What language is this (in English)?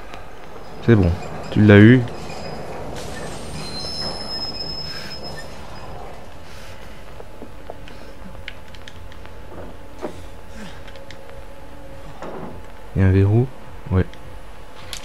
French